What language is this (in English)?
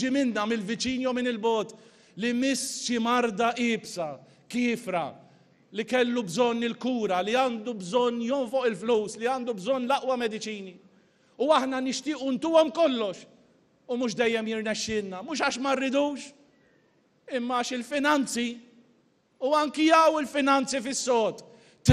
Maltese